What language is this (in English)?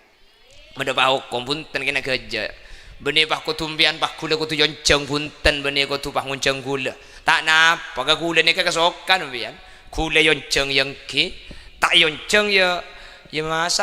Madurese